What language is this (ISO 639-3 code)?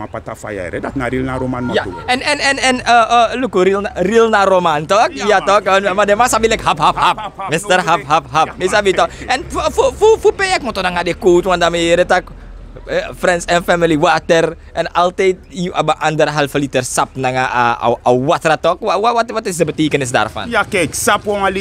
srn